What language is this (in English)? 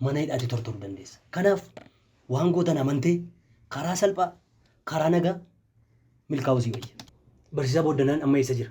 Oromo